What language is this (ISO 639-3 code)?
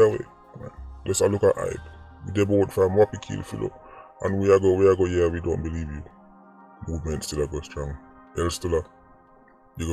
jam